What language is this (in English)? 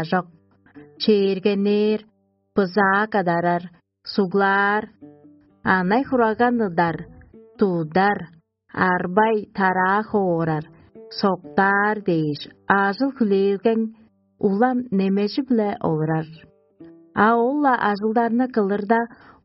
Tuvinian